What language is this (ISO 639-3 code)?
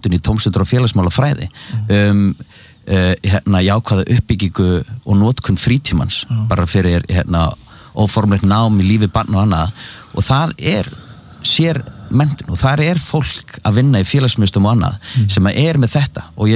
isl